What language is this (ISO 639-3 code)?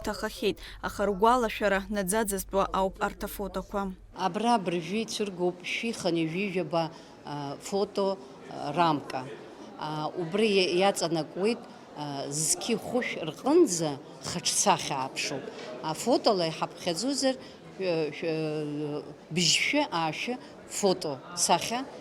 abk